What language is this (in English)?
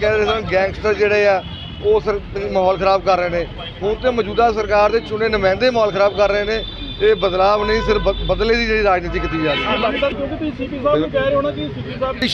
Punjabi